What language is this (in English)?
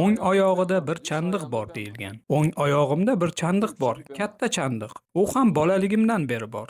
Uzbek